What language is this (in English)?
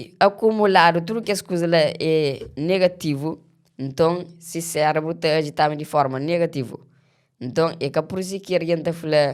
Kabuverdianu